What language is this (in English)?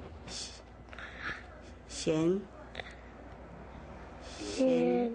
Hakka Chinese